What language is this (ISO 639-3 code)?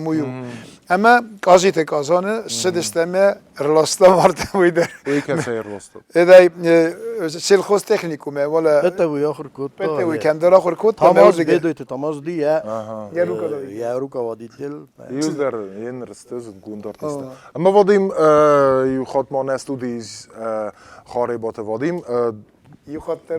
oss